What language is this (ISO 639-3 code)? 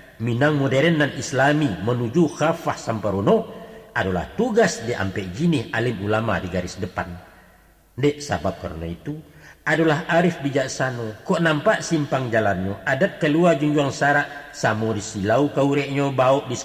min